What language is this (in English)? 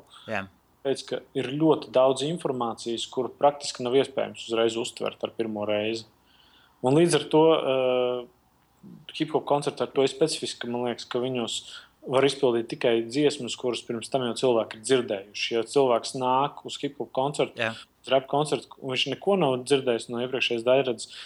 Latvian